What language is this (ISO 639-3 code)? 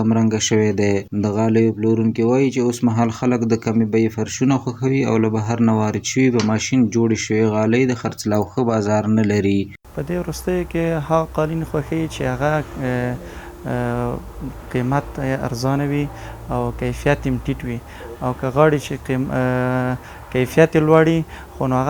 pus